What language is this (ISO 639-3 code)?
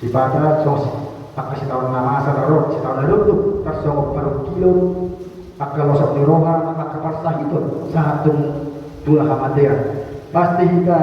bbc